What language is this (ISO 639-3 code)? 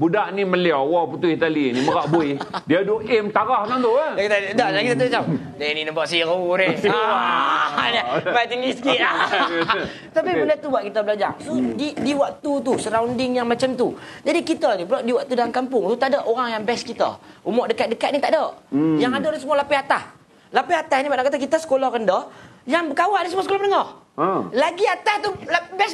msa